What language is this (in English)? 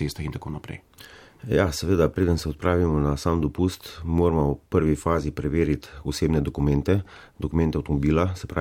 Slovenian